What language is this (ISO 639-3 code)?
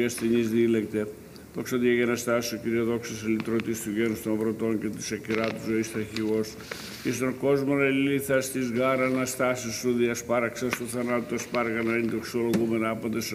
ell